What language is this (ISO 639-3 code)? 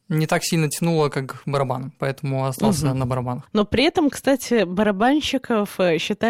rus